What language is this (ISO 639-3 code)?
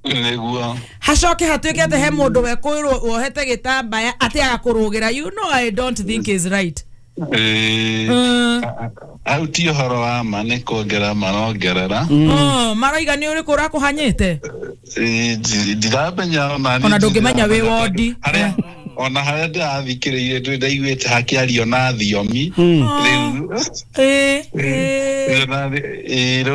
kik